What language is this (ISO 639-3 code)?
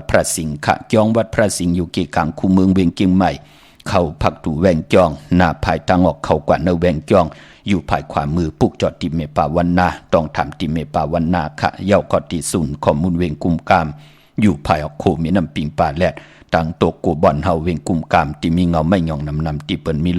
shn